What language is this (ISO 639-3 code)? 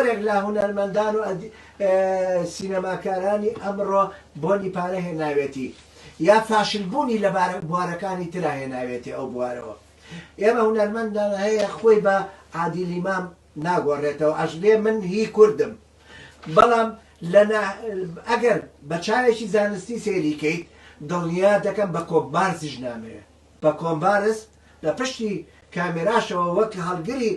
ckb